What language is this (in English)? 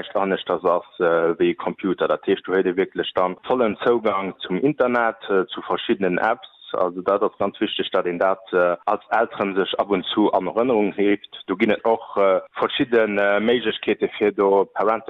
Luxembourgish